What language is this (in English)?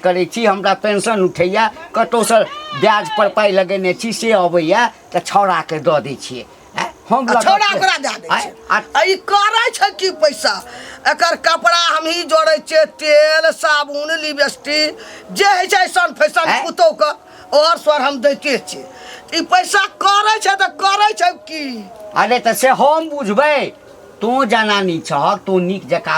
Maithili